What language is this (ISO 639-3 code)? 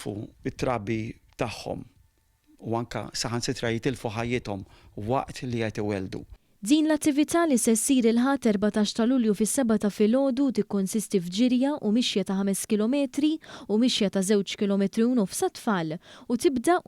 mlt